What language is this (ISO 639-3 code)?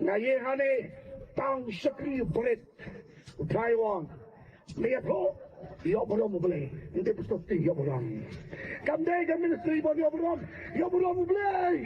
kha